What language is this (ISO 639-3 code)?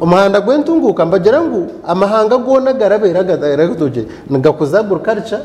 nyn